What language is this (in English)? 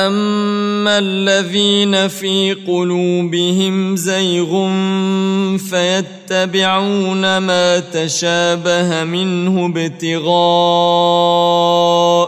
Arabic